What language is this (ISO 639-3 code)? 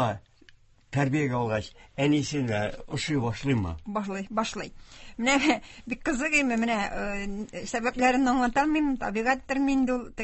tat